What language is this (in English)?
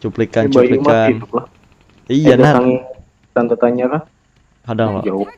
Banjar